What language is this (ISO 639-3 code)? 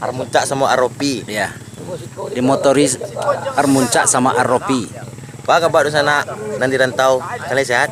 min